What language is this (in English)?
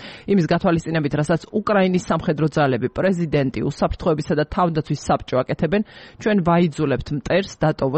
Georgian